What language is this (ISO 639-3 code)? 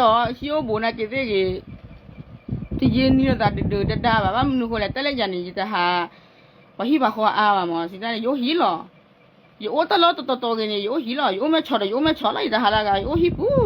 ksw